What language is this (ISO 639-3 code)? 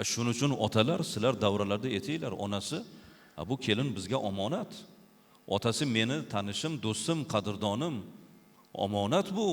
uzb